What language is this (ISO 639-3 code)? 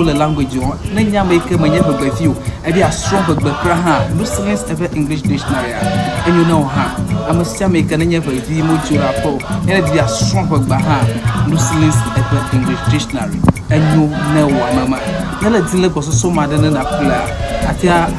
ewe